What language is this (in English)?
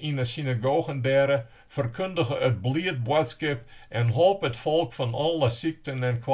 Western Frisian